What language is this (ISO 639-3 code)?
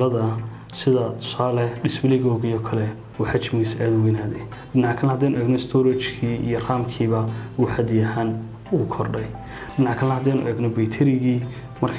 som